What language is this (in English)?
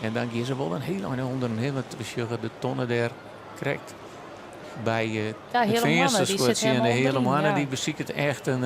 Western Frisian